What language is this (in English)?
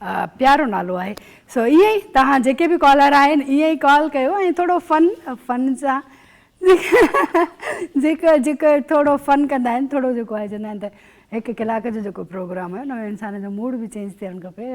Sindhi